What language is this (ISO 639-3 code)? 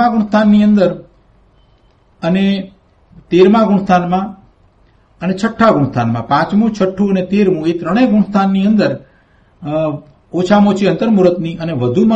guj